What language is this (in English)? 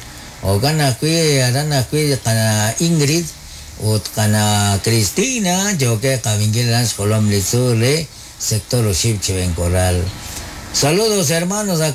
Kekchí